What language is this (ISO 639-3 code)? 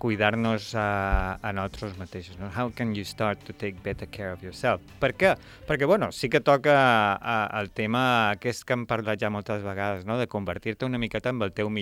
cat